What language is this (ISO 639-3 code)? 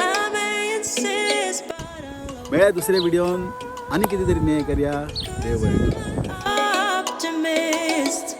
kok